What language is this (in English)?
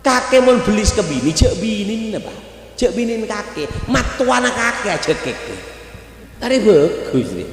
Madurese